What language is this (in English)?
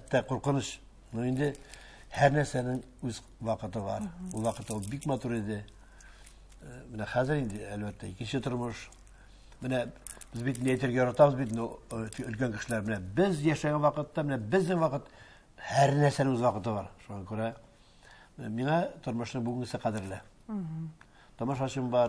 Tatar